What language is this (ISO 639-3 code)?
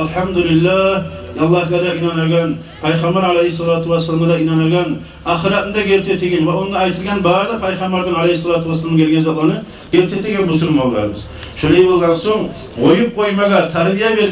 kum